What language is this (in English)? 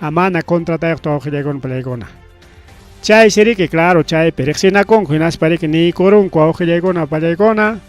Ayacucho Quechua